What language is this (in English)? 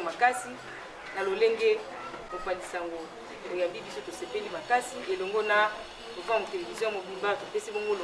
Lingala